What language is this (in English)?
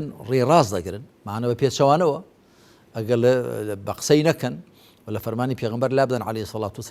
Central Kurdish